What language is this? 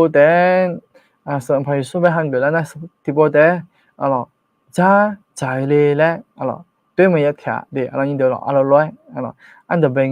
Akha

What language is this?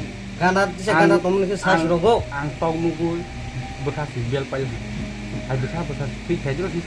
Kok Borok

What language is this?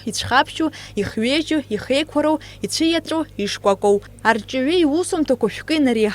Abkhazian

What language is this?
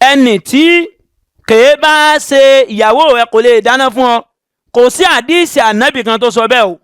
Yoruba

